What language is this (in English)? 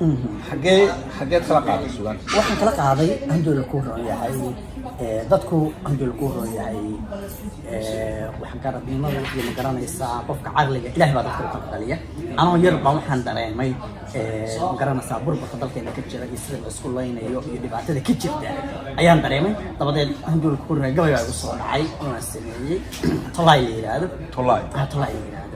Somali